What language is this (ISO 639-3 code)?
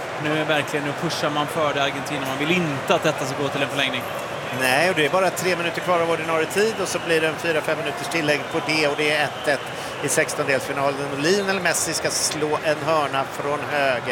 swe